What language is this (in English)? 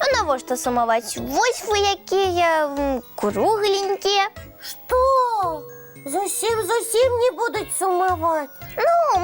Belarusian